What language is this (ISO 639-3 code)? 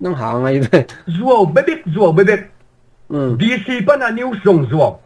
ctd